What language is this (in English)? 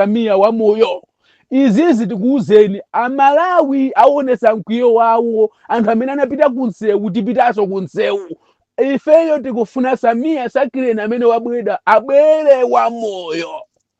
Nyanja